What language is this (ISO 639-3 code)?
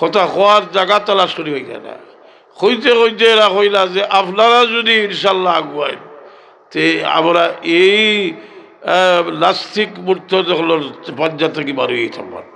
syl